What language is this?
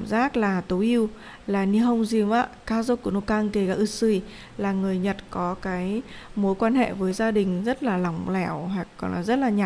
Vietnamese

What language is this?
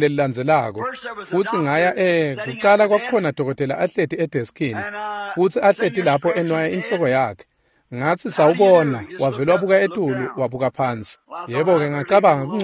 Swati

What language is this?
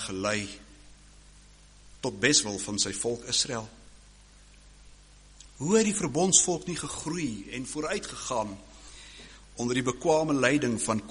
Afrikaans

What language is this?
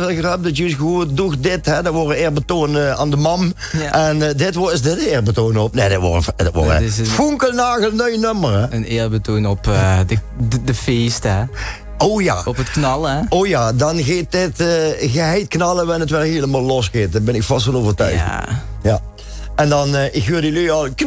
Limburgish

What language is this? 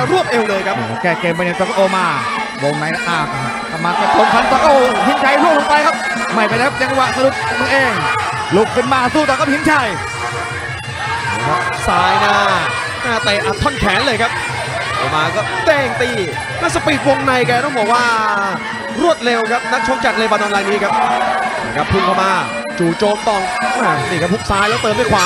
Thai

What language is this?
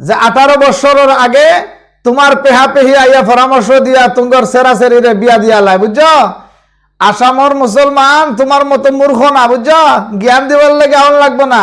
Sylheti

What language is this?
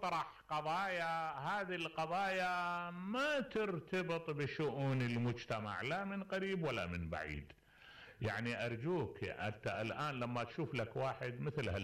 Mesopotamian Arabic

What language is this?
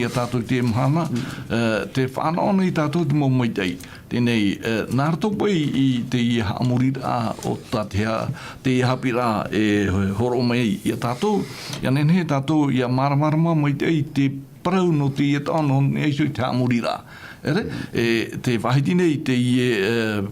Tahitian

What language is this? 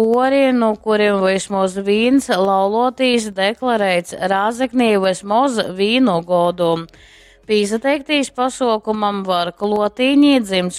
Latgalian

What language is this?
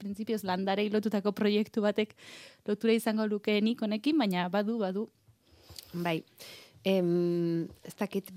Basque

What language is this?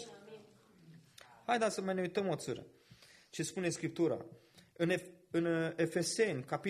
Romanian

